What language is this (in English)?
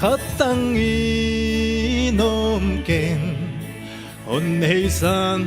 Paite Chin